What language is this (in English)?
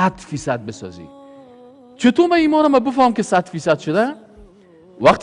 Persian